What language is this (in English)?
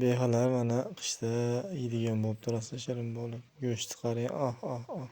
Uzbek